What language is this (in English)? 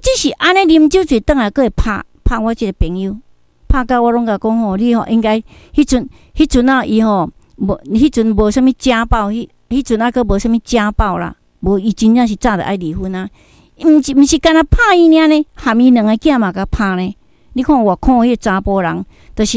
Min Nan Chinese